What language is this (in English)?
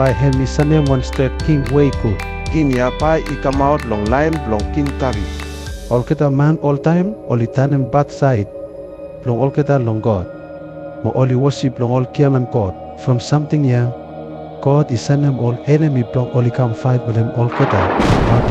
Bislama